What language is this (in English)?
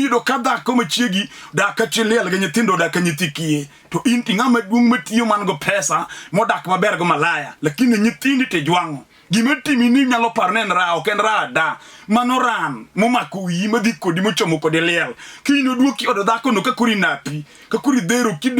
Luo (Kenya and Tanzania)